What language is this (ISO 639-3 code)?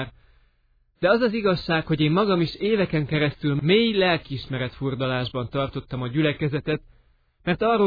hun